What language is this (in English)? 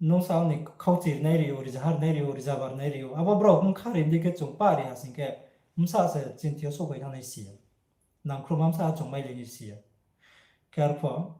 Riang (India)